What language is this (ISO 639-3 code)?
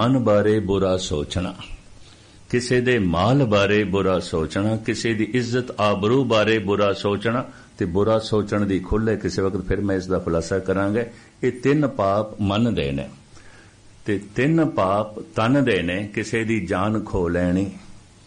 pan